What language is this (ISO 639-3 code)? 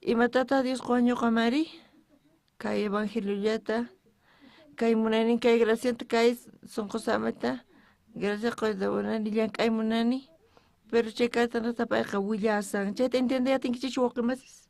quh